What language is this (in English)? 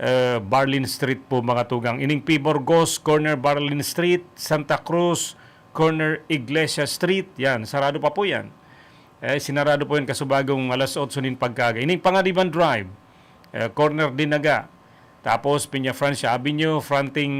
Bikol